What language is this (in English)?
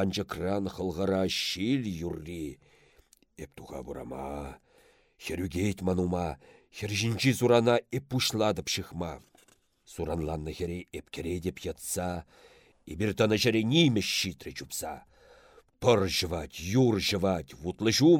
Chuvash